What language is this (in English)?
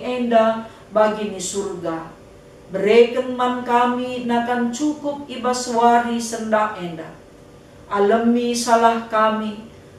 Batak Karo